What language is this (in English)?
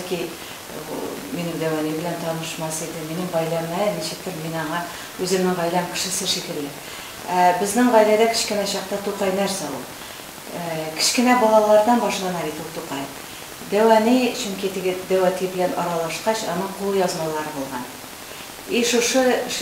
Tatar